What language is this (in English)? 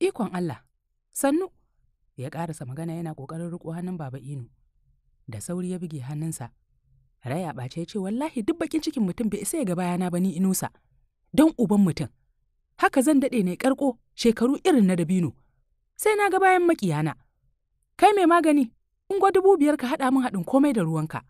Hausa